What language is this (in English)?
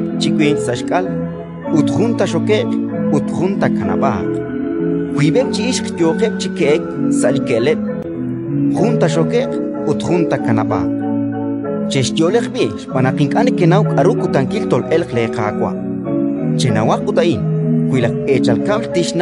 Kekchí